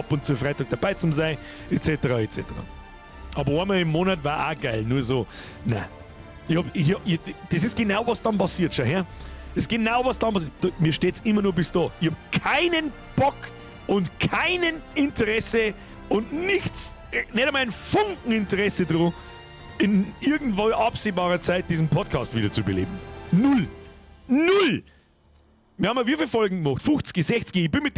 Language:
Bavarian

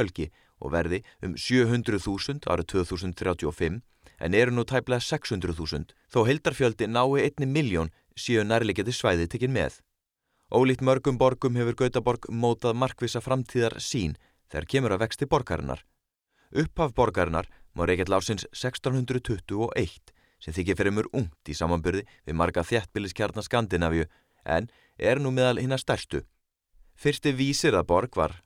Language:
Icelandic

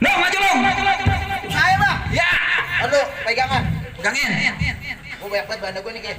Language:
Betawi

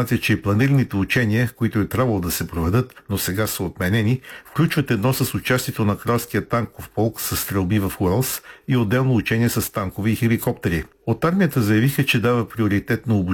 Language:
Bulgarian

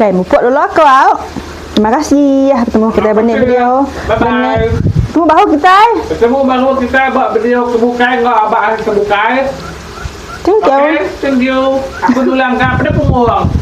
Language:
Iban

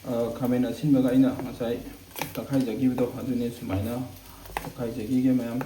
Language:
Manipuri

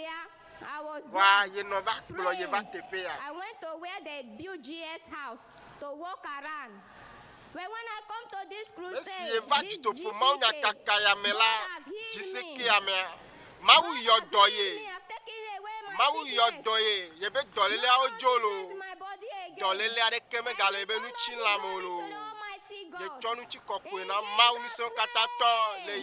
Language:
Ewe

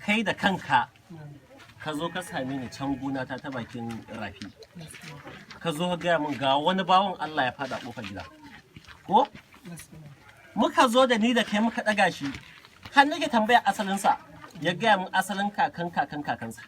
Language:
Hausa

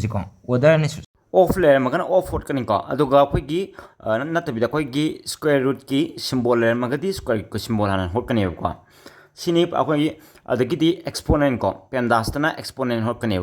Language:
Manipuri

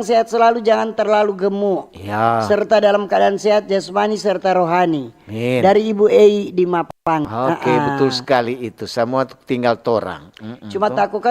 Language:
Manado Malay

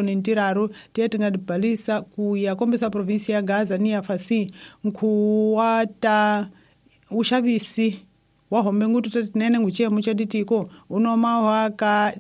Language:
Tsonga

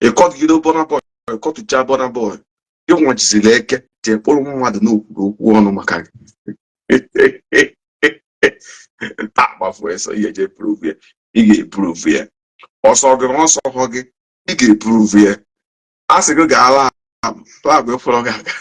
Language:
Igbo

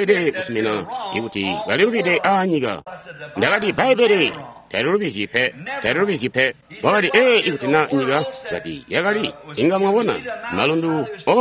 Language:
Tonga (Zambia)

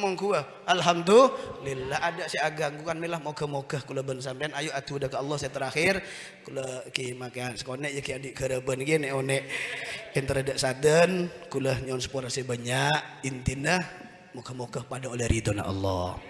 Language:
Madurese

